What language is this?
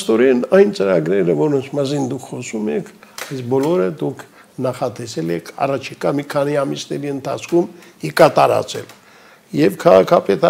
Armenian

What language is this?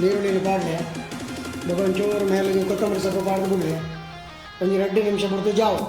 Tulu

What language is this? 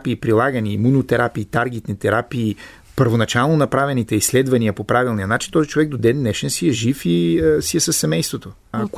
Bulgarian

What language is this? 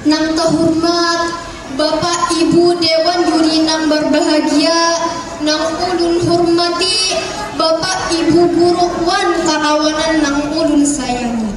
Banjar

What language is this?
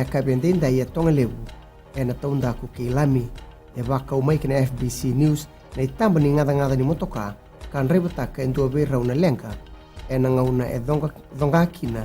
Fijian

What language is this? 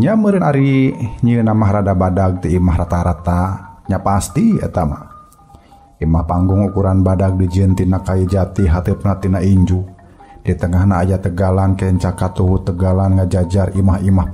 Sundanese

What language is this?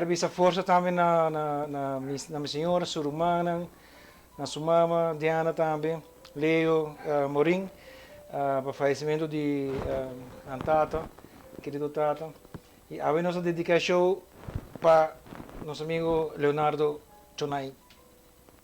Papiamento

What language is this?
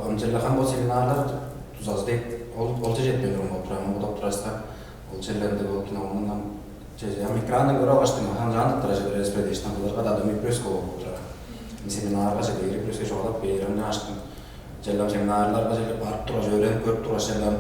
Tuvinian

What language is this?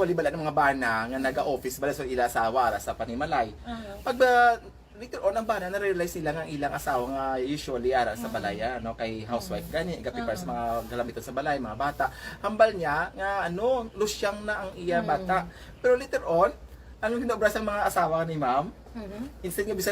Hiligaynon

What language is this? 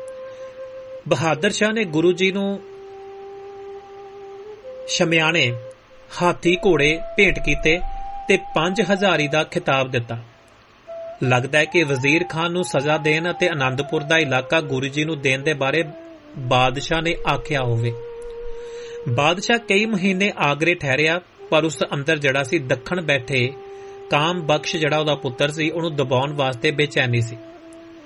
Punjabi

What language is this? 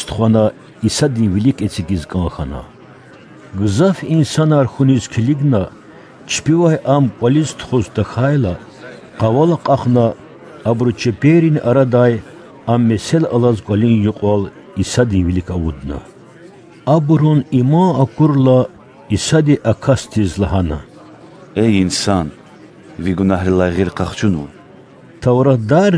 Lezghian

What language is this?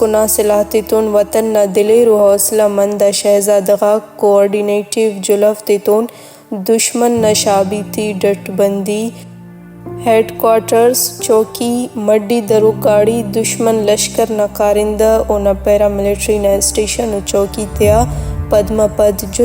Brahui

